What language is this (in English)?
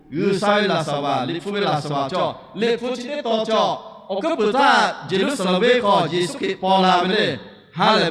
Lahu